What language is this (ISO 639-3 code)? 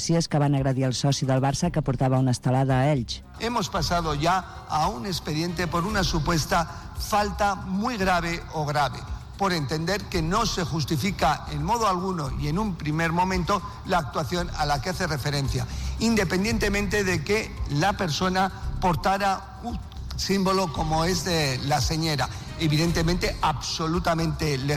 cat